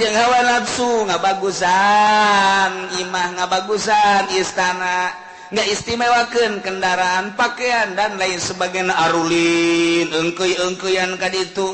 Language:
Sundanese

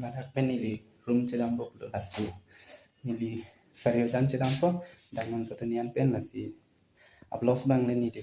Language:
Karbi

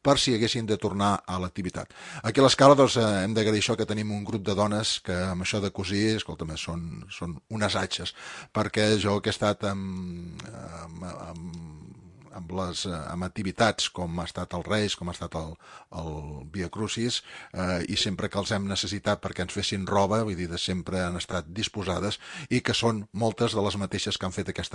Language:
Catalan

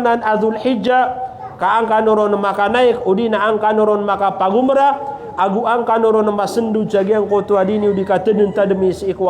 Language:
Maranao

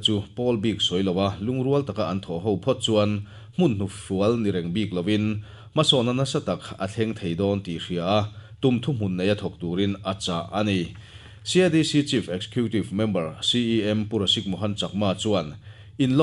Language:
Mizo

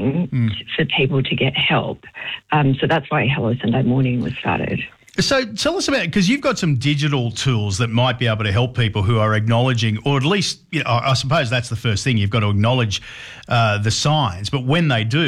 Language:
English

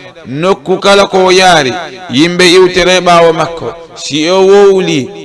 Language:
Fula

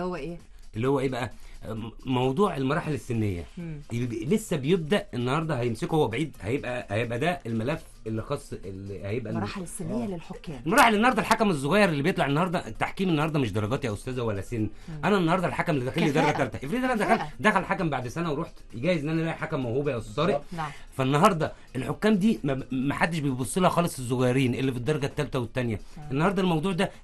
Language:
Egyptian Arabic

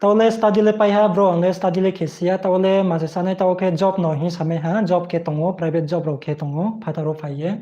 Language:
Riang (India)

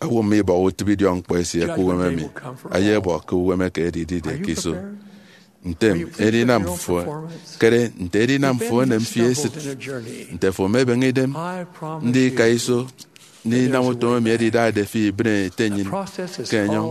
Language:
Efik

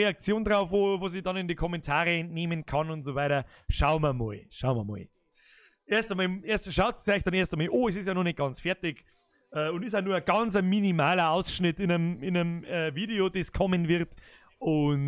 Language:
Bavarian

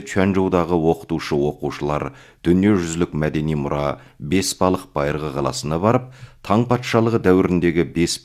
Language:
Kazakh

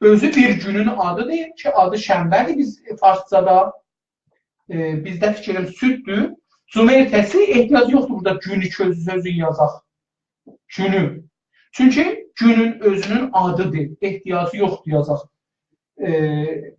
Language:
South Azerbaijani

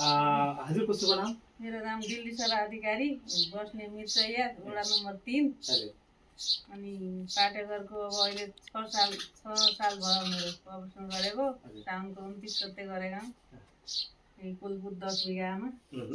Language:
Nepali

